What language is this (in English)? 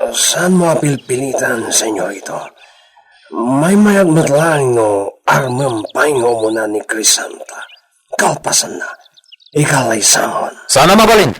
Iloko